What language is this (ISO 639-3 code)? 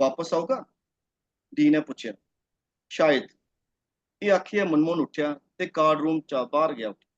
doi